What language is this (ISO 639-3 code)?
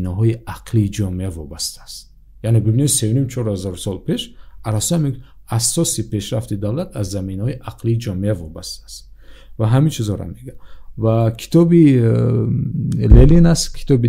tgk